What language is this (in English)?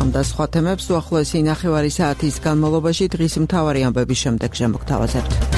Georgian